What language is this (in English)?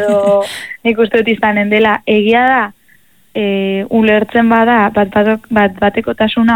Basque